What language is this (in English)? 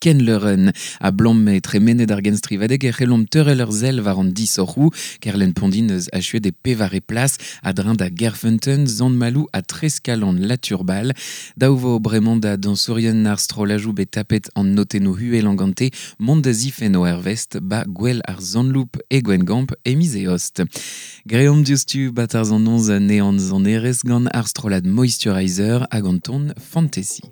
Breton